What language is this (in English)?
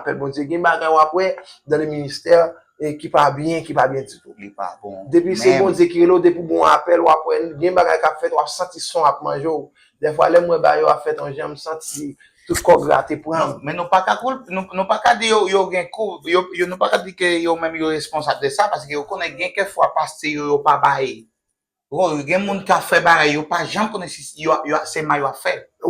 Haitian Creole